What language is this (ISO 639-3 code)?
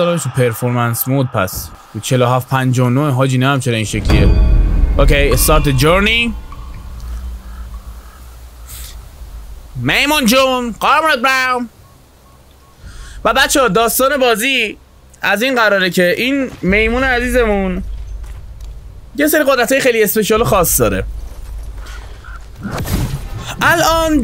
fas